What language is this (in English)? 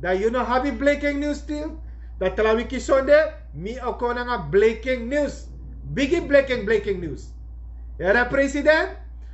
Sranan Tongo